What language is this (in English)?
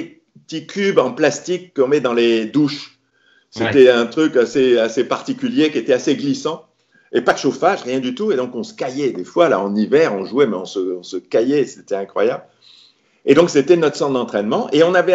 French